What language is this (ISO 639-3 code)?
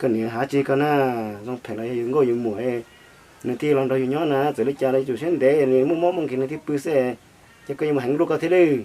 hmn